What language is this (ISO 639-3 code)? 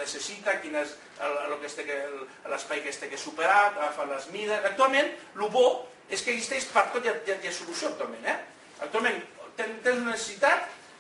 cat